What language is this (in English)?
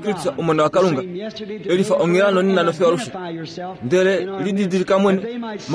Kuanyama